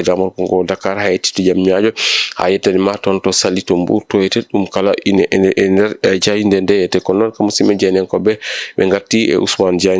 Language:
Fula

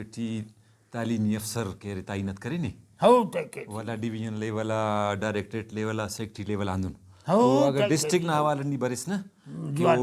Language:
Brahui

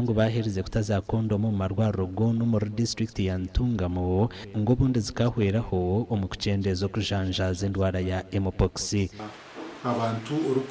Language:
Nyankole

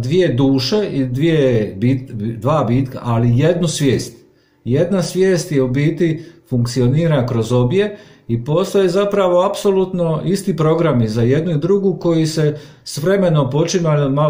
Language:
Croatian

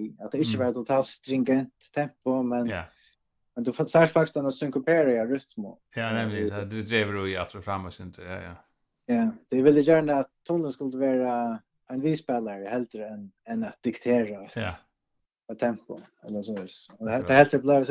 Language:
Faroese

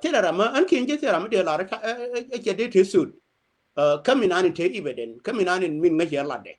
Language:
Nuer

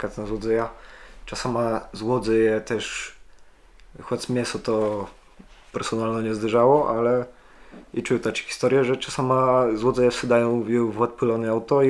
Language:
Kashubian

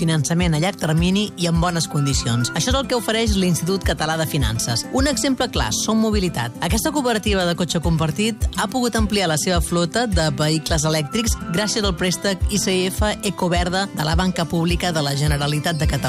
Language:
Catalan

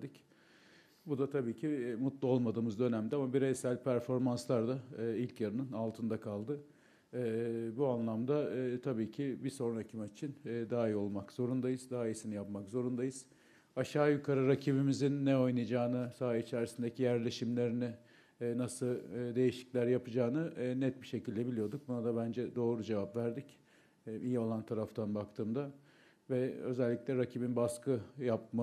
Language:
Turkish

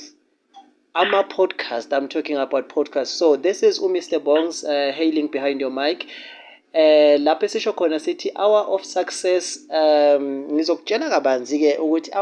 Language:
Zulu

